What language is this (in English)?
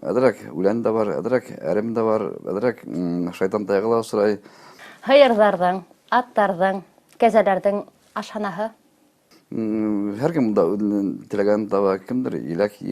Bashkir